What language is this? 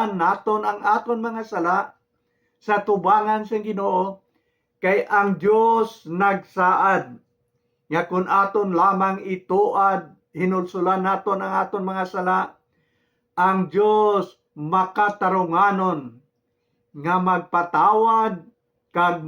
Hiligaynon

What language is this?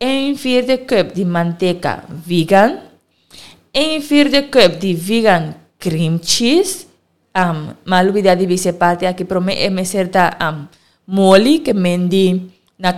Papiamento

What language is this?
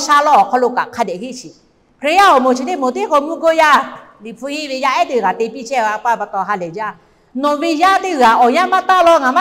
Lahu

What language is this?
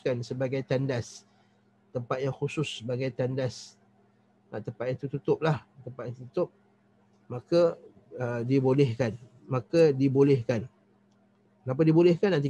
Malay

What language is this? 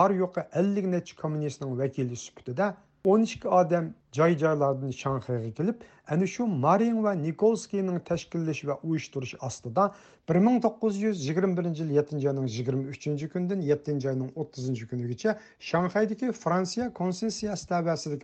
Uyghur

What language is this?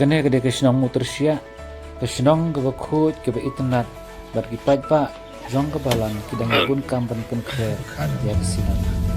Khasi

